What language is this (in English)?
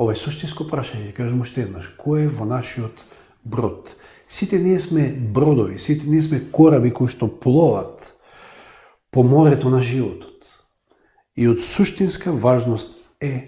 Macedonian